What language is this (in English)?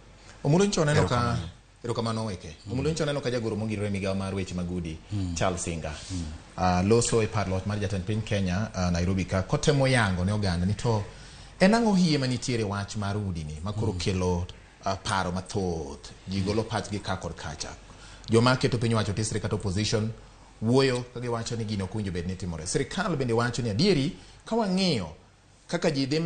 Luo (Kenya and Tanzania)